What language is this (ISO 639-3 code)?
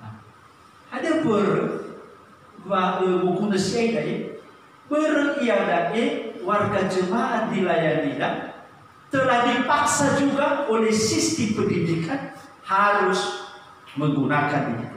nia